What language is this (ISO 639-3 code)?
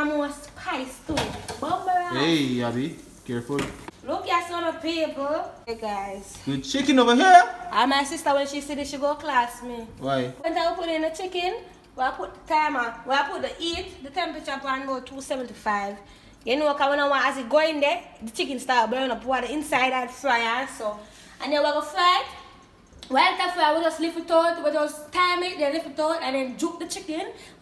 jam